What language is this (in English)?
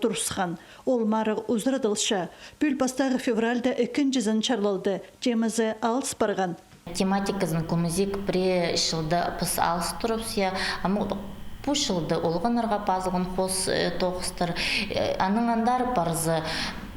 Khakas